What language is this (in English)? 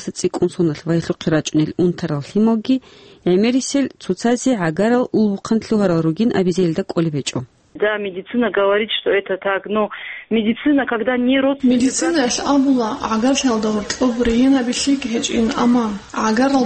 Avaric